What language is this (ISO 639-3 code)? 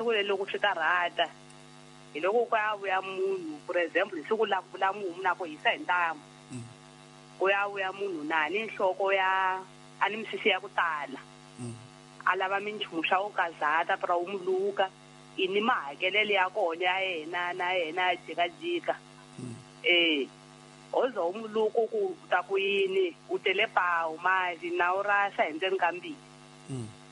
tso